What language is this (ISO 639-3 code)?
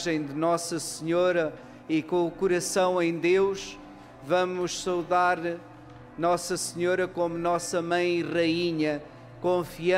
por